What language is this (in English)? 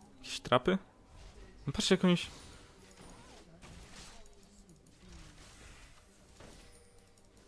Polish